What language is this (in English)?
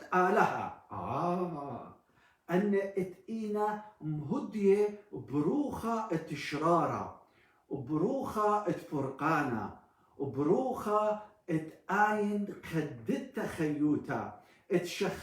Assyrian Neo-Aramaic